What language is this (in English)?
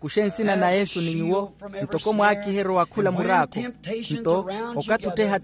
Makhuwa